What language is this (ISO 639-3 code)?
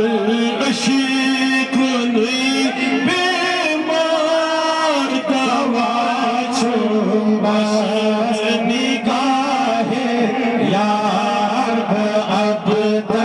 kas